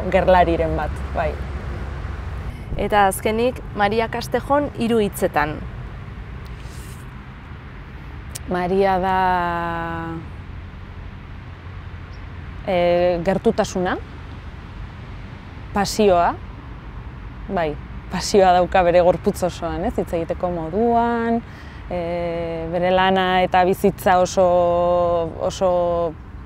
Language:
Basque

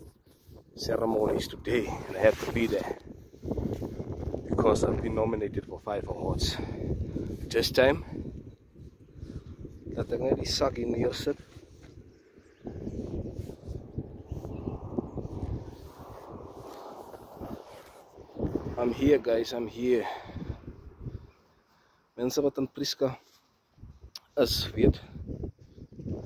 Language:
Afrikaans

